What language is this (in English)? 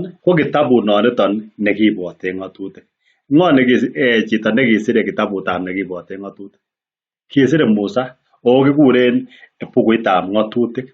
Kalenjin